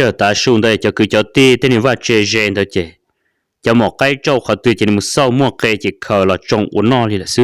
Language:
Hmong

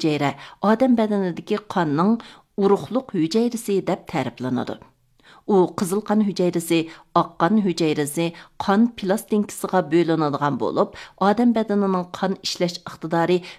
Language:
Uyghur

